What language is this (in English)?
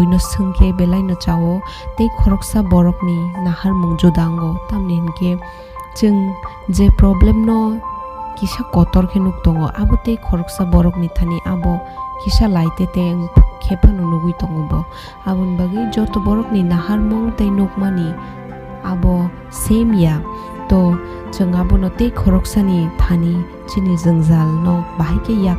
Kok Borok